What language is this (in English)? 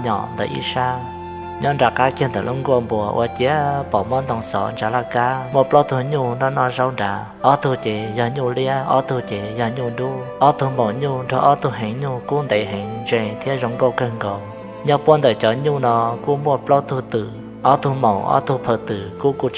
Hmong